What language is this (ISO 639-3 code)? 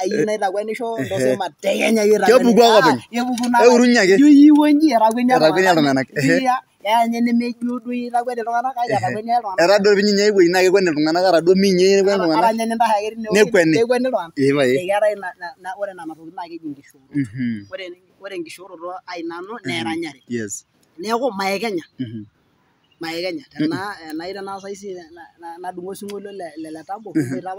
mas